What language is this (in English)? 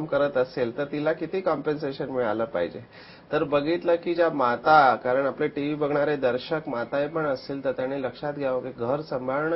Marathi